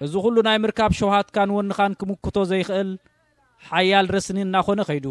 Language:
Tigrinya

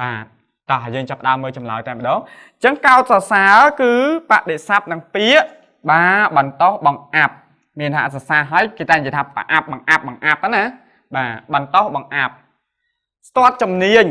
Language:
Khmer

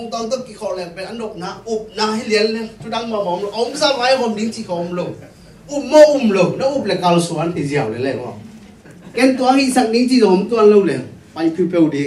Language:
Tedim Chin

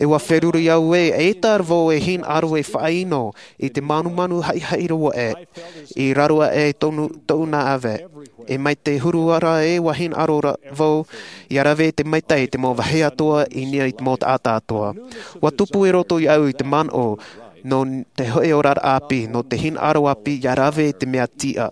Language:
Tahitian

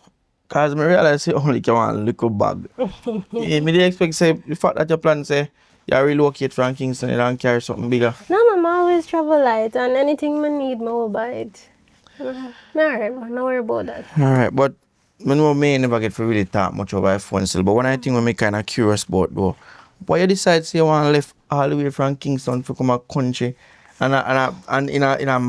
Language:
Jamaican Creole English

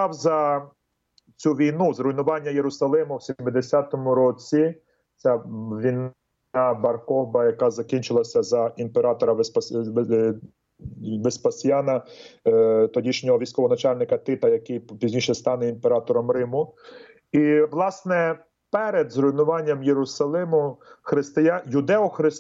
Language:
Ukrainian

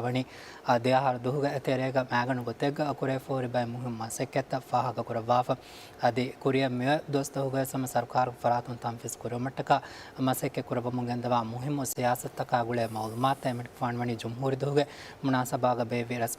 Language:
Divehi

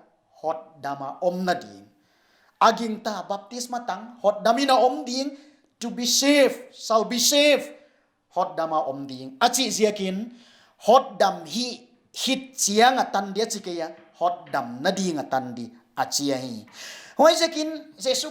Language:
Paite Chin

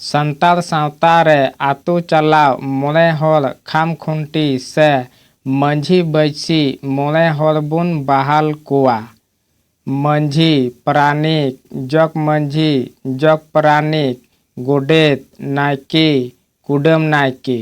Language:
Santali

